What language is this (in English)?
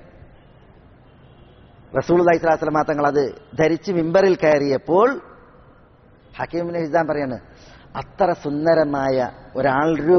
Malayalam